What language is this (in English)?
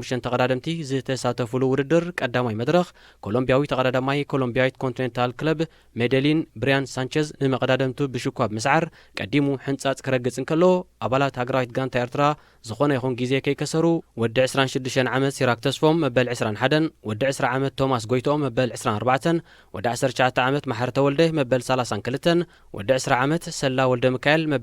Tigrinya